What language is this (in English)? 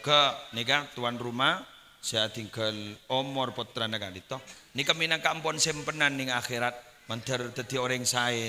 Madurese